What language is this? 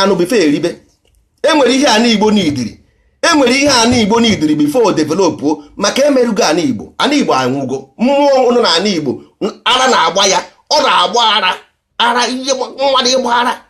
Igbo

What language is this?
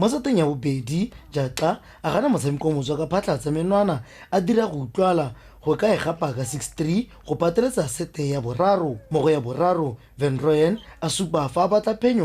Tswana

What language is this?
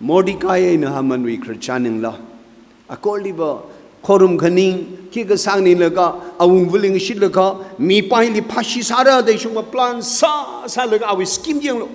Tangkhul Naga (India)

